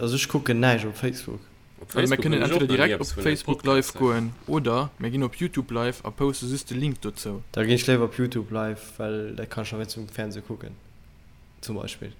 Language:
Luxembourgish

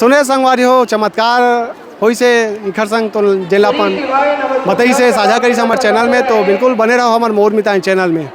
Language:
Chhattisgarhi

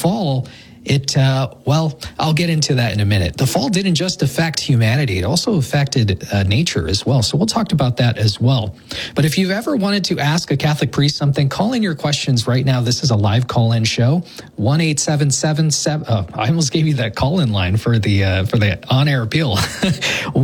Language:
English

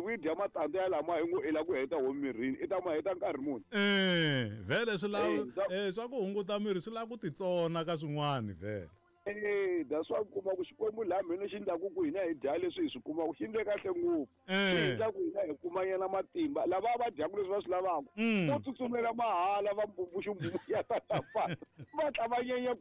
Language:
Tsonga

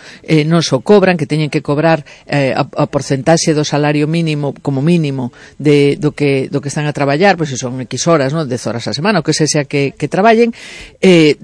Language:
Galician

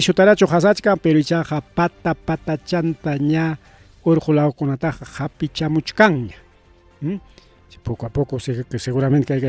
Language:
Ayacucho Quechua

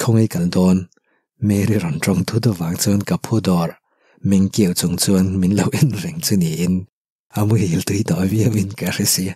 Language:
Mizo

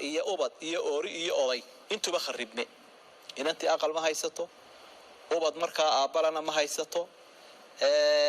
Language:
Somali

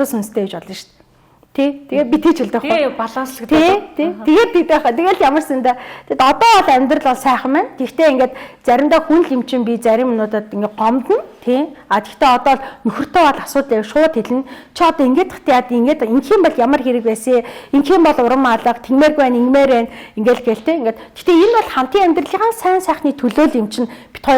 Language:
Mongolian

